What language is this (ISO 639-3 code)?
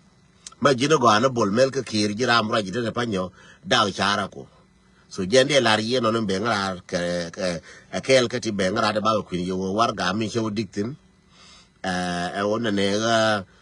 nus